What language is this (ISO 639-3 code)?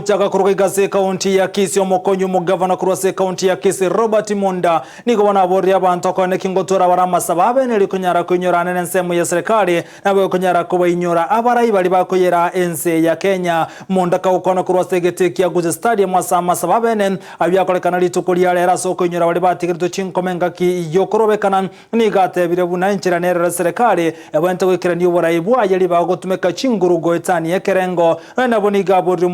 guz